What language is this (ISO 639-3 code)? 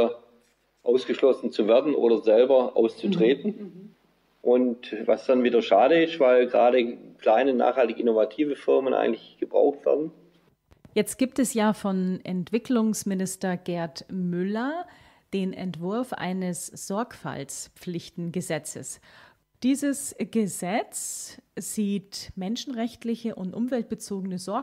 deu